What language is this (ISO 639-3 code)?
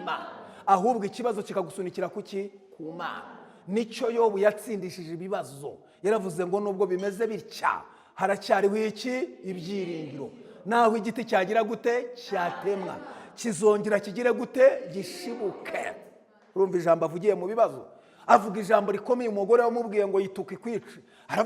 kin